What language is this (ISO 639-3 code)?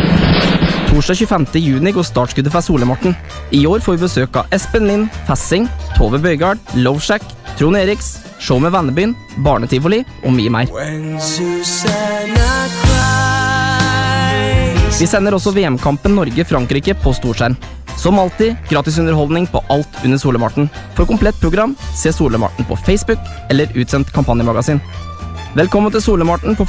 nor